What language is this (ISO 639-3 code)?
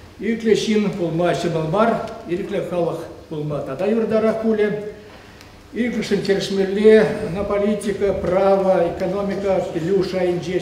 chv